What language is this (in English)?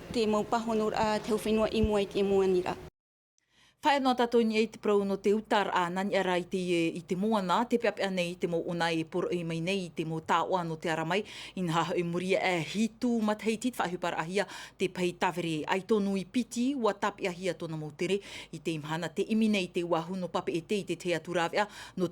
Tahitian